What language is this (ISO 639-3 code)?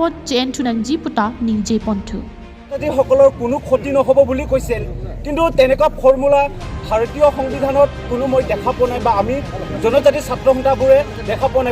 mjw